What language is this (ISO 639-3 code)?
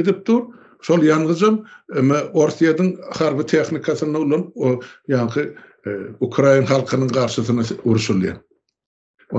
tuk